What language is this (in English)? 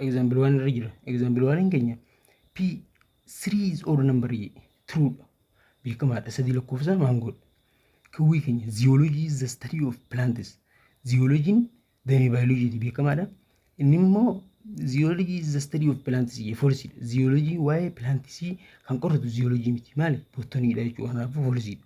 Oromo